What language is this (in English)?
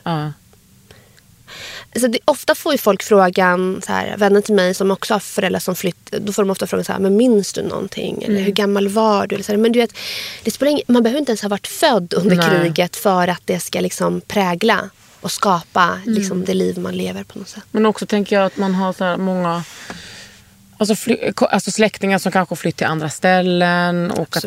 Swedish